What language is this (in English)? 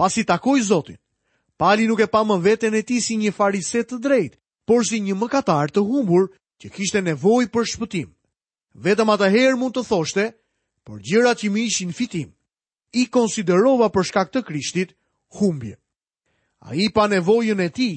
Albanian